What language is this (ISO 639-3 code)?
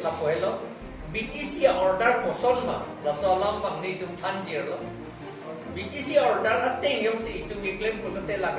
mjw